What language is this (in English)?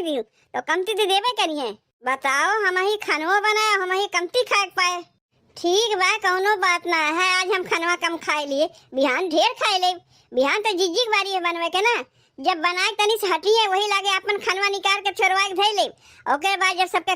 Awadhi